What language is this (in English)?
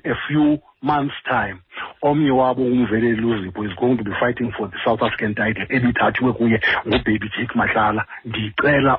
Xhosa